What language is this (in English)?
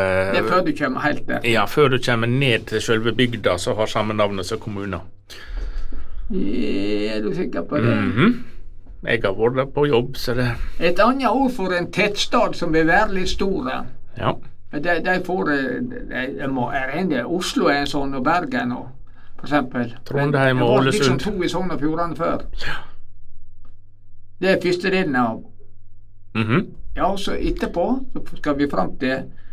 Norwegian